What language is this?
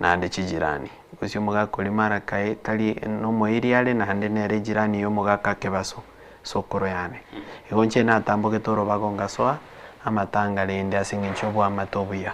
Gusii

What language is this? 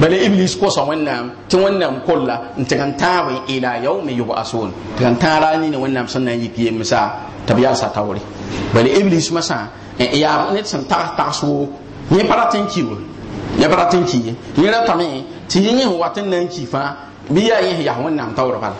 Mossi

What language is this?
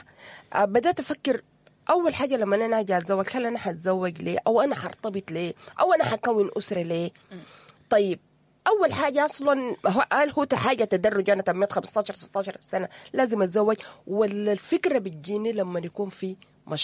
Sudanese Arabic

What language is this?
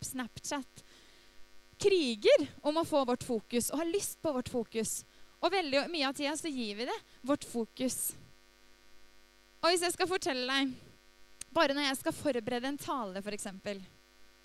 Norwegian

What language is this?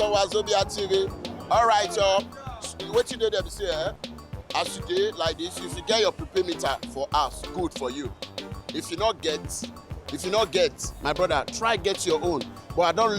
Nigerian Pidgin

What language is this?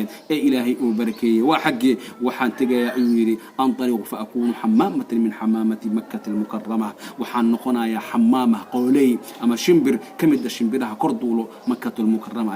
Somali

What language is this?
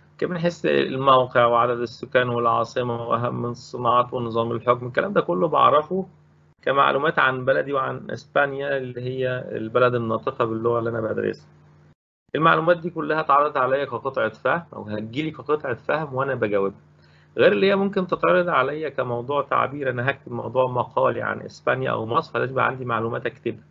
Egyptian Arabic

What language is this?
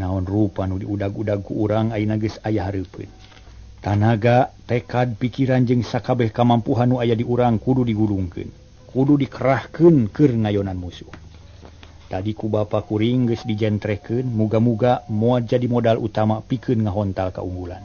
Sundanese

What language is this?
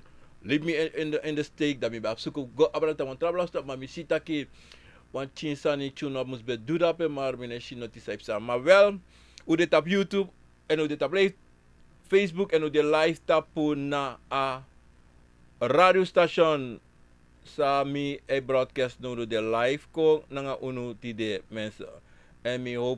Sranan Tongo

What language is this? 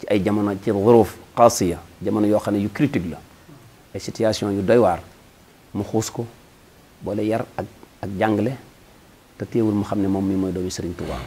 Wolof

